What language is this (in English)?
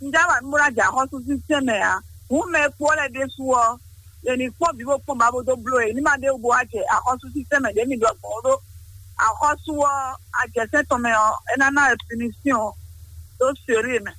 Fon